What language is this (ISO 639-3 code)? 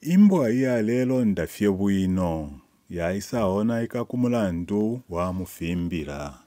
bem